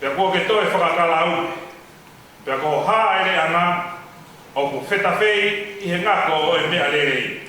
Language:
Tongan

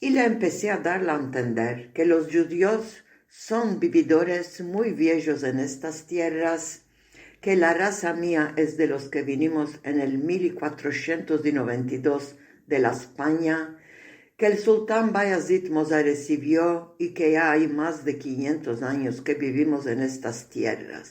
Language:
Ladino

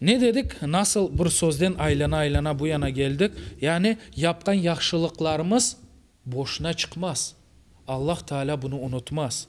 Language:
Crimean Tatar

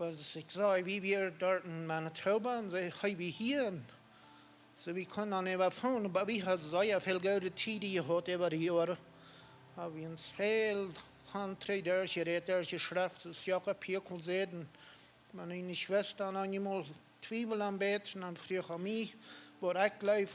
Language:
Plautdietsch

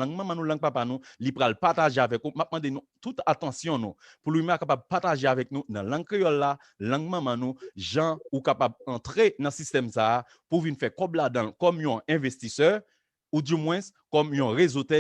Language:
Haitian Creole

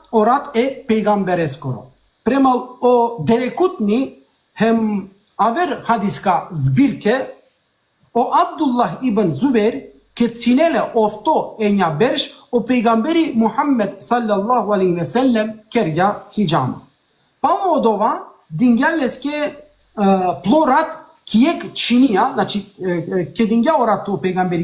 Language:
Balkan Romani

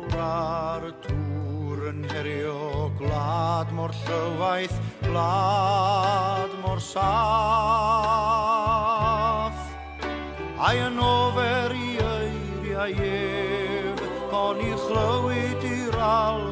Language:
Welsh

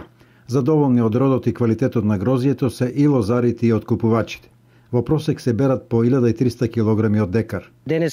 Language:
Macedonian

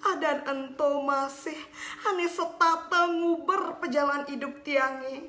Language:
Balinese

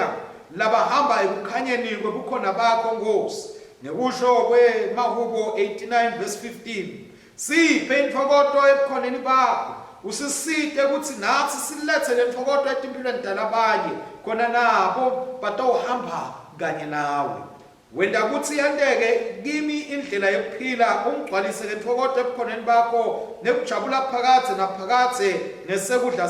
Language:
Swati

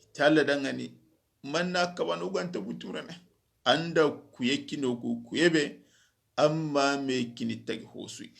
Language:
Soninke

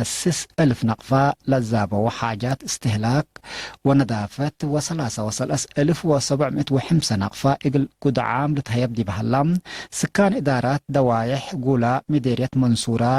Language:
Tigre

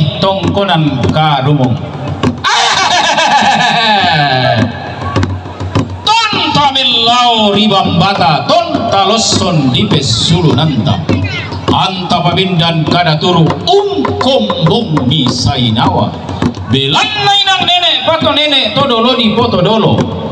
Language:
Toraja-Sa'dan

